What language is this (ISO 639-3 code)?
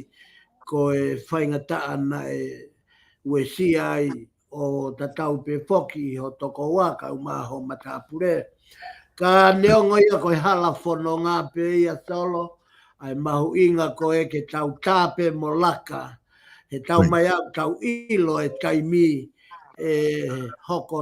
ton